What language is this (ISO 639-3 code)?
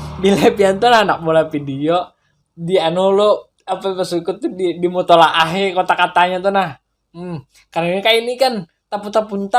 bjn